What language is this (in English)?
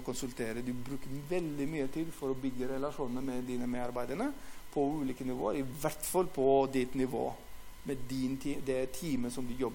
Norwegian